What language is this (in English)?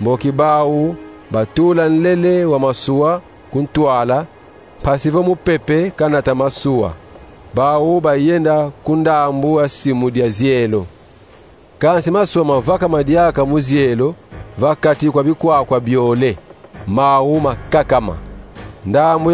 Kongo